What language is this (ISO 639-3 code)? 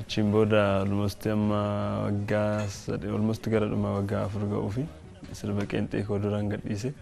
orm